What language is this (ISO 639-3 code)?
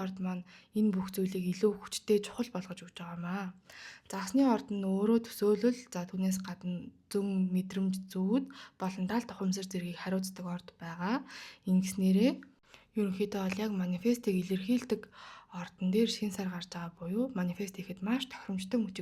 mon